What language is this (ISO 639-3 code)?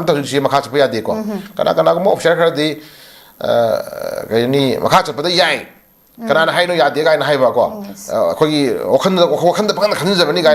mni